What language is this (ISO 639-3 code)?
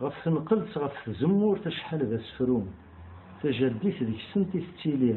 kab